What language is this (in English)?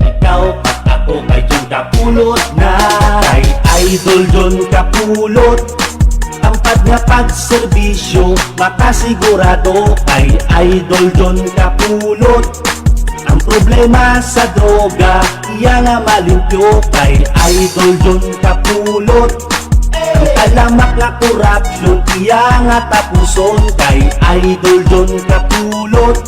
Hiligaynon